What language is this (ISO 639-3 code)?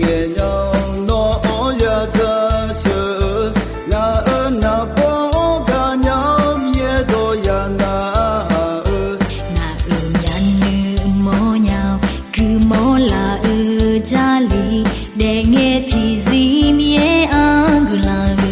ahk